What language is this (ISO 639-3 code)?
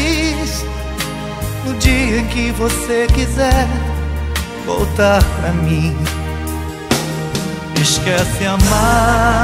por